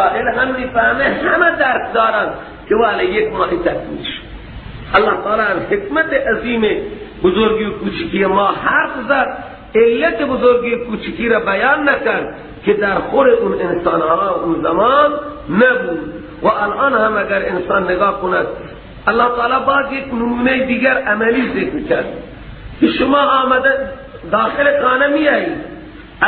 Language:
Persian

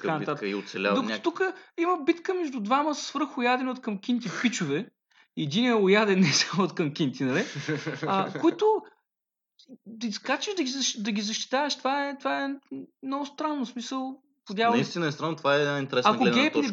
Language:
Bulgarian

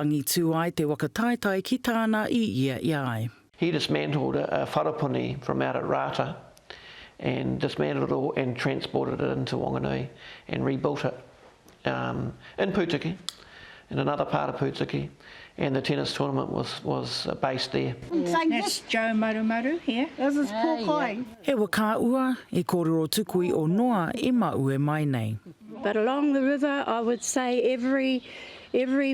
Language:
Māori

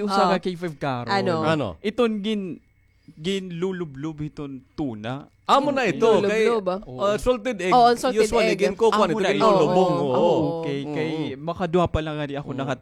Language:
Waray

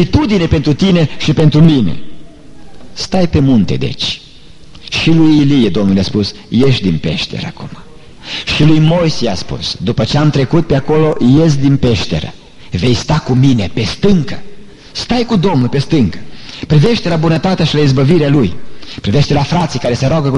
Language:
Romanian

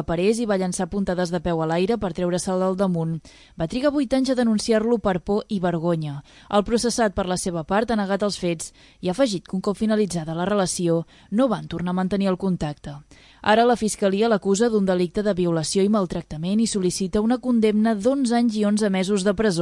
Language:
Catalan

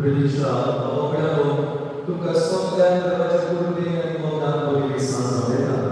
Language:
Konkani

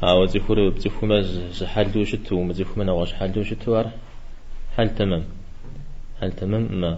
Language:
Kabardian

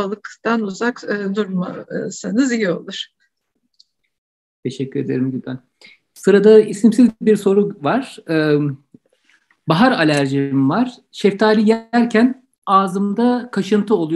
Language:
Turkish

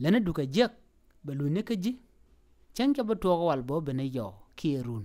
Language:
Nuer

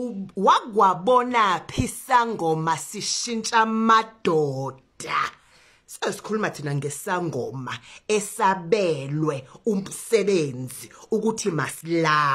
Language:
Zulu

